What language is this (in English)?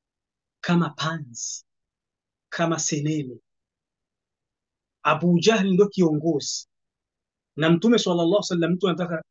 Swahili